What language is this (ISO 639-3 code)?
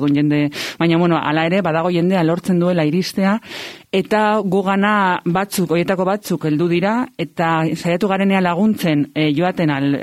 eus